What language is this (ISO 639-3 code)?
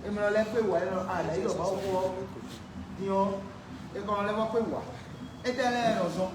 fon